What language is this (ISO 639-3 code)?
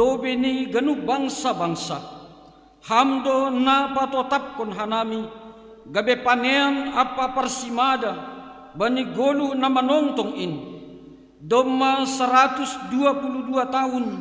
bts